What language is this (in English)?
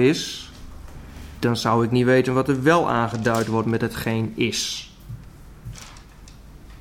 Dutch